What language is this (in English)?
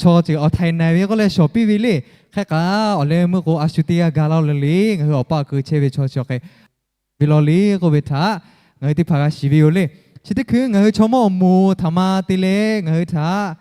Lahu